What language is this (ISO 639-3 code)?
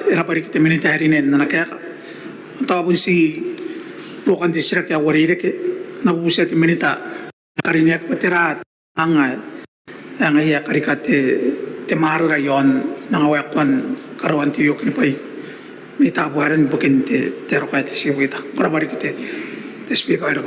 gil